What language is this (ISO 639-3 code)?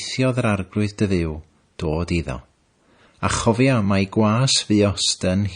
cym